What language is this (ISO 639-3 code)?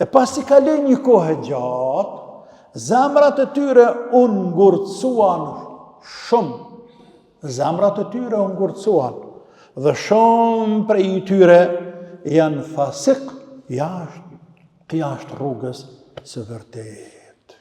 sqi